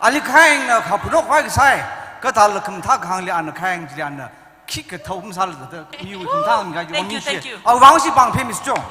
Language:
Tangkhul Naga (India)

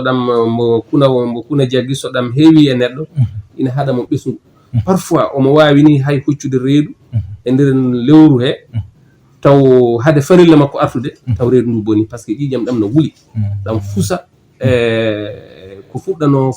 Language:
Fula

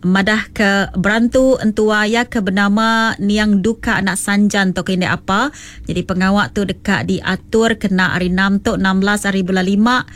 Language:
Iban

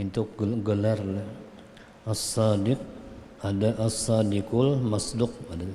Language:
Banjar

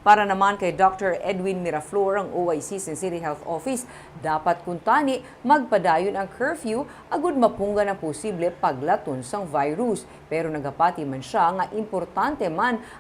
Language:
Hiligaynon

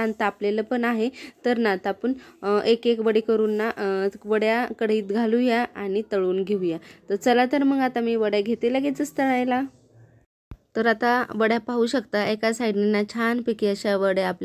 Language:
Marathi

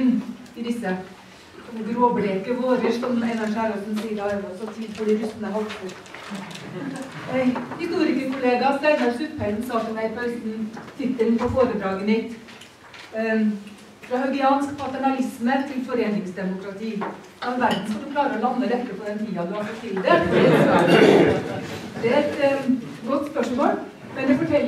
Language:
Norwegian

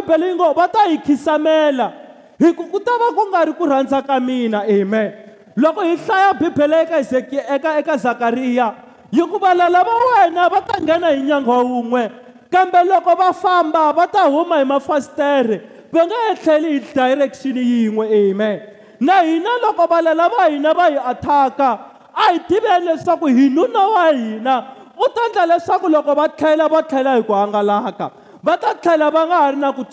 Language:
Tsonga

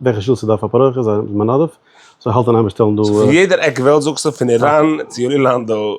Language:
Yiddish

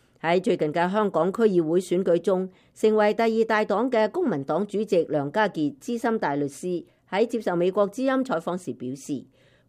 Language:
Cantonese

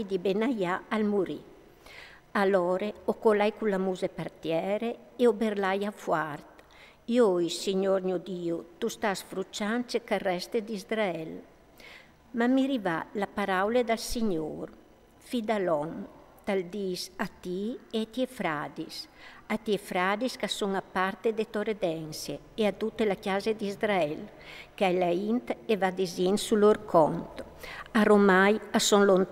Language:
Friulian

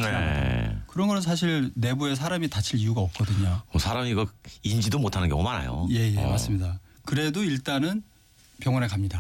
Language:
Korean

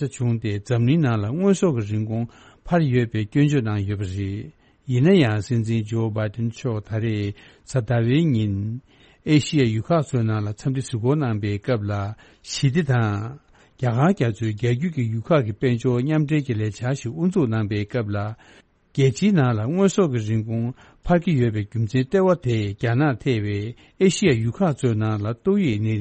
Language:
Tibetan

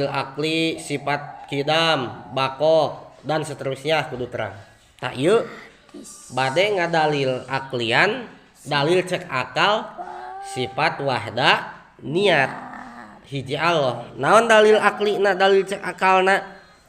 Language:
Sundanese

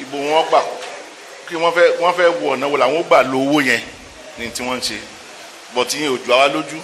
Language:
Yoruba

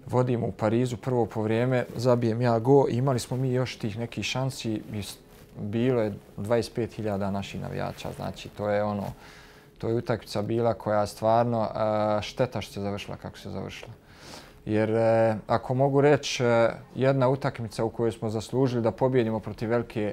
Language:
Bosnian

